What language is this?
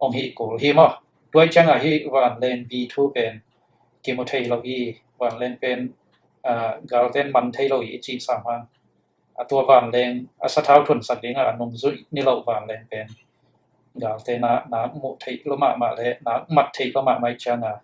Tedim Chin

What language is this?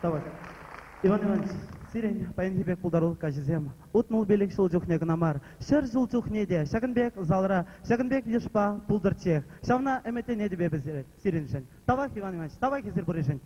Chuvash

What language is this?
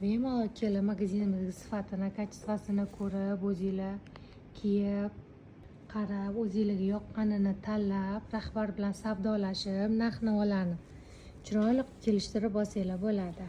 Uzbek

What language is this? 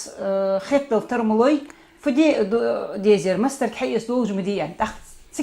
Ingush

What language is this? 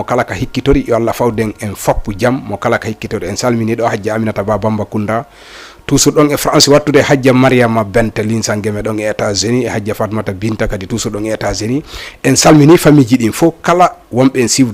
Fula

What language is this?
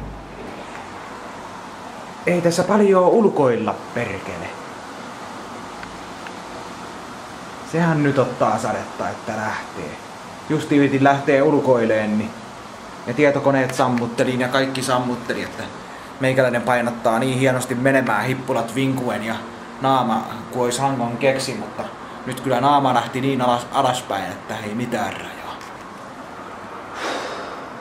Finnish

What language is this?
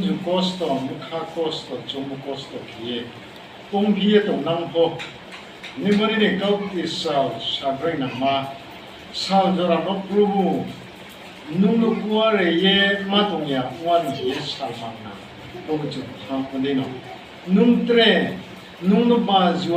Riang (India)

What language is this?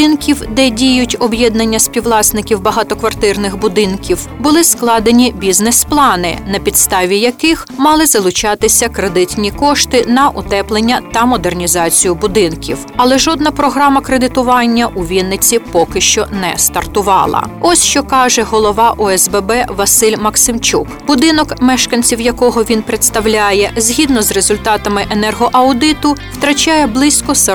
Ukrainian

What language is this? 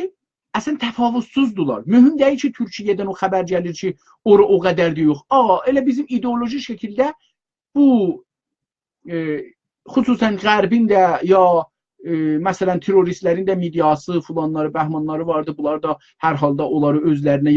South Azerbaijani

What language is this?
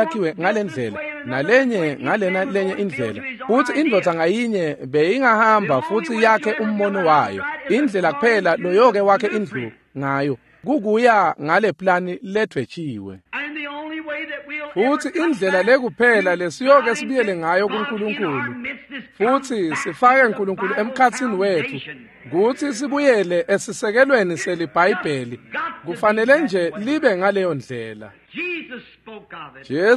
Swati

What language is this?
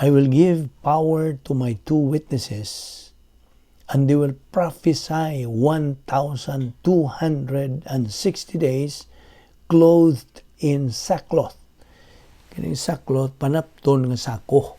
Cebuano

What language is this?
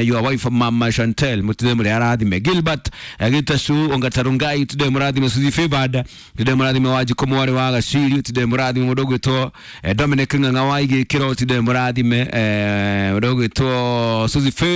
Kikuyu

